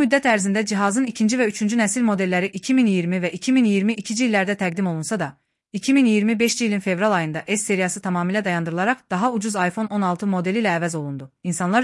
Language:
Azerbaijani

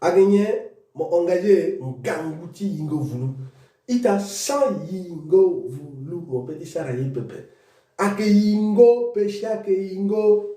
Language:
Sango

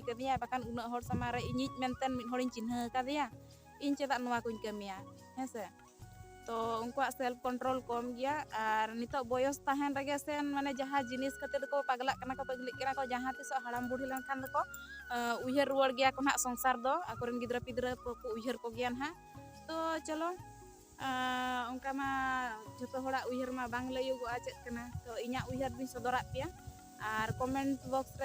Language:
Santali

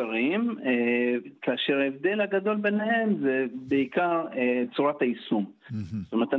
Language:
Hebrew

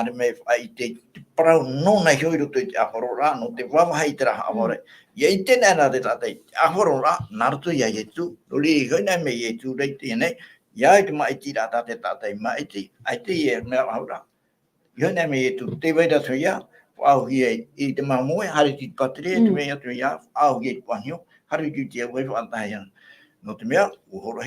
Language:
Tahitian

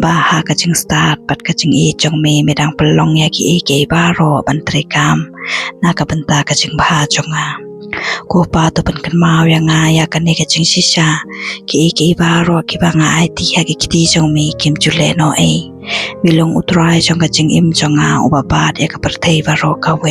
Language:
Khasi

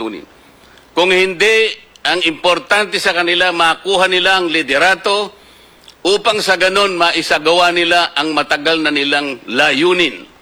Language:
Filipino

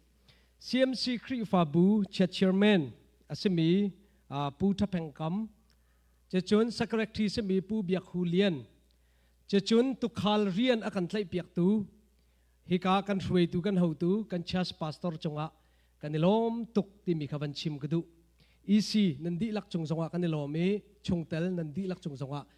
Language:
Hakha Chin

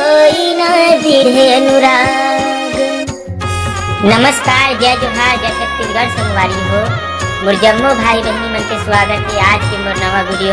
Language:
Chhattisgarhi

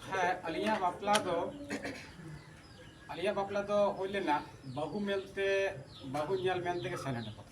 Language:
Santali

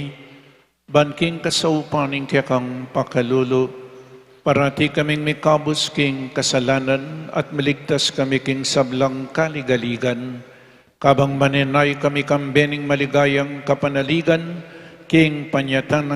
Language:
Pampanga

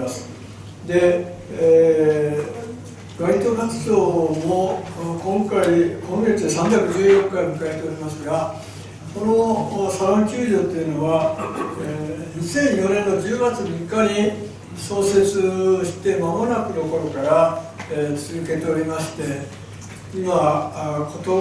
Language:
Japanese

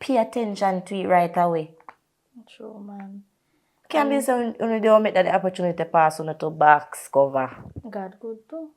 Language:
Jamaican Creole English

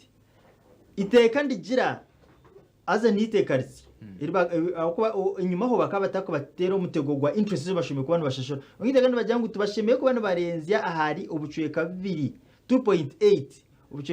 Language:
Nyankole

